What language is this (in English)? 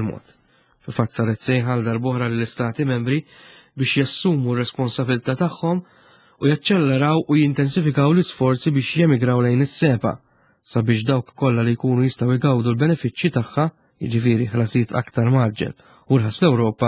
Maltese